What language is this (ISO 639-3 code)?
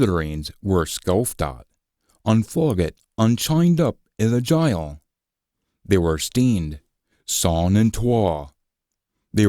sco